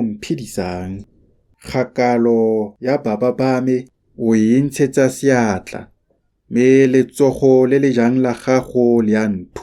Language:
Tswana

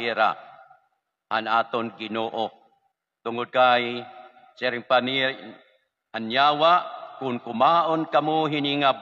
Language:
Waray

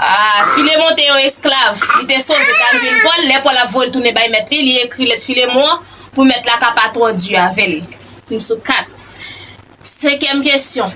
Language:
Haitian Creole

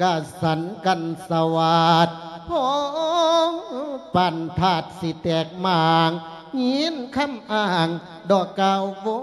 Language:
Lao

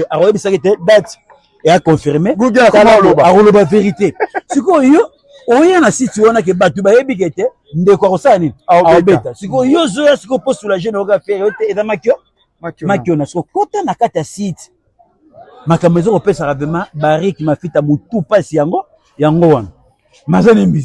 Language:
Lingala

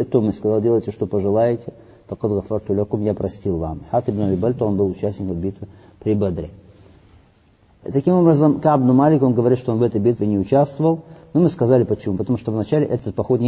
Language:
Russian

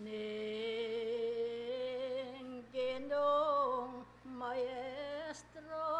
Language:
Pampanga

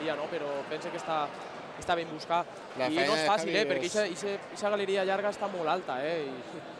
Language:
Catalan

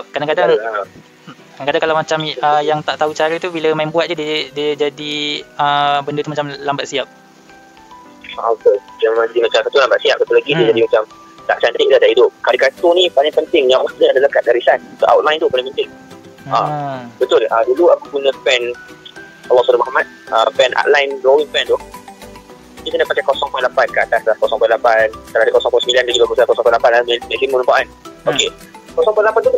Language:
Malay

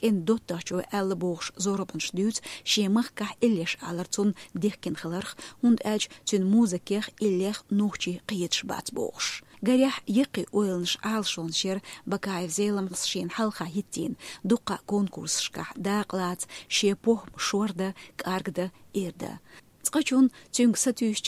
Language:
Chechen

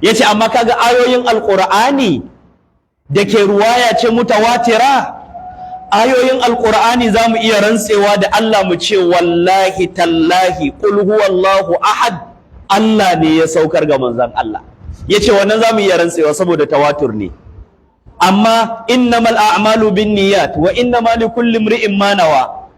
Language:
Hausa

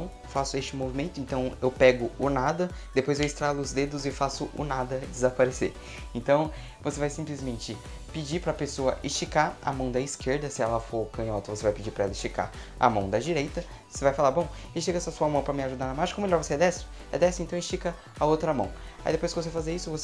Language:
Portuguese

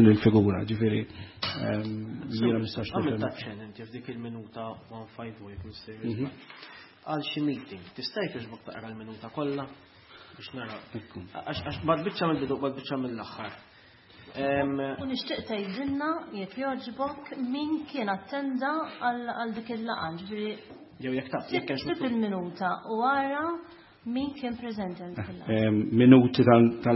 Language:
Maltese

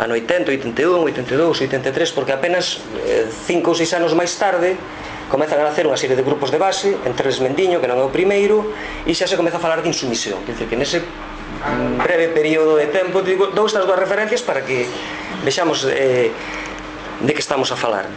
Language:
Galician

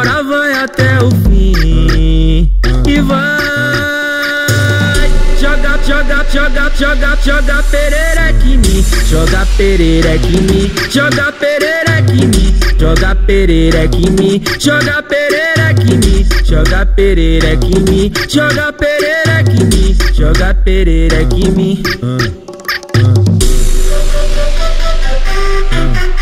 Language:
Portuguese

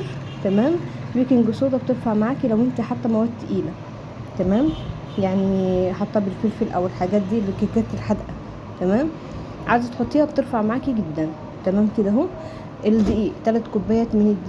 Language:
Egyptian Arabic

